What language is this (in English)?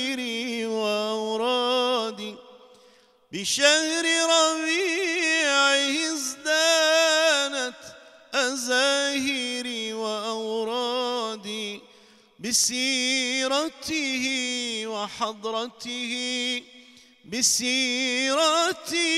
Mesopotamian Arabic